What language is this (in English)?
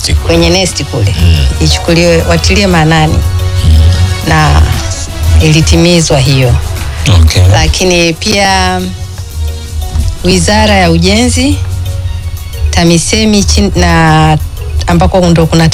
Swahili